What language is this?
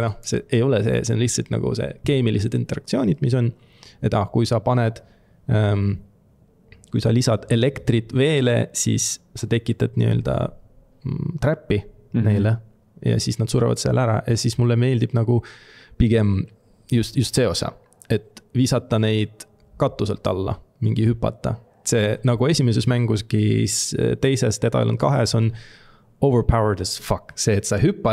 Estonian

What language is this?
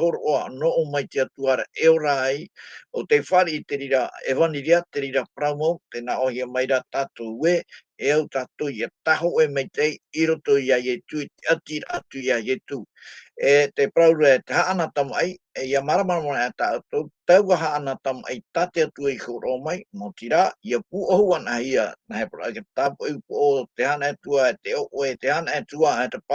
Tahitian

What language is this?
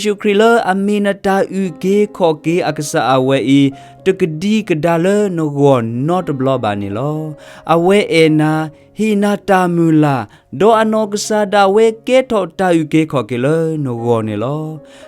S'gaw Karen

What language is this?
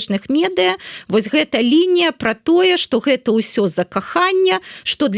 Belarusian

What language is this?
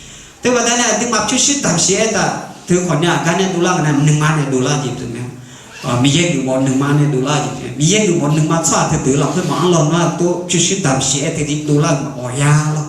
Akha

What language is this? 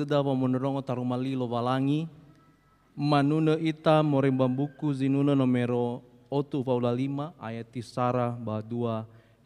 Nias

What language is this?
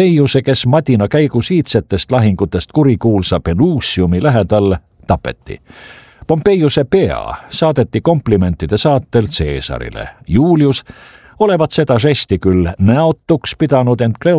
Estonian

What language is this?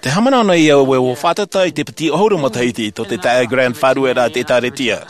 Tahitian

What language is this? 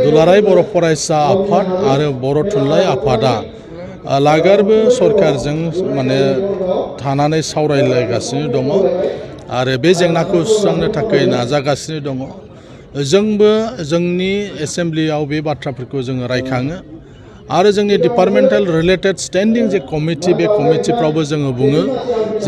Bodo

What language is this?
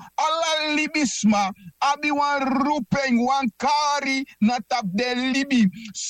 Sranan Tongo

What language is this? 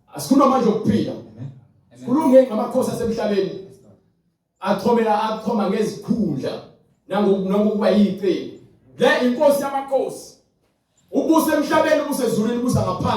Zulu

